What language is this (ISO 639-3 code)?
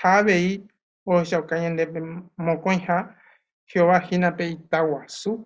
grn